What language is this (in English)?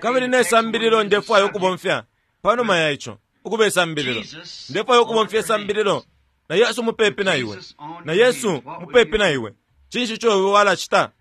Bemba